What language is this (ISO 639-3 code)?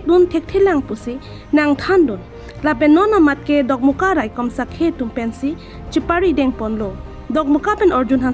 mjw